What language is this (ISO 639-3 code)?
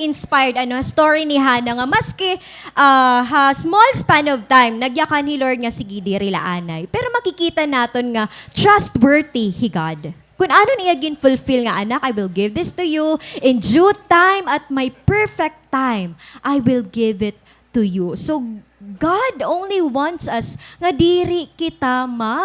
war